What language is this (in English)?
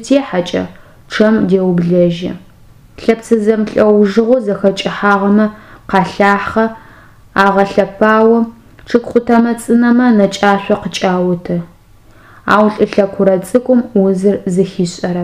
Adyghe